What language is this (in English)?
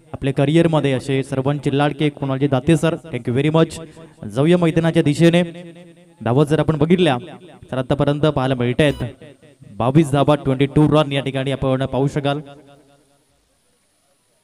Marathi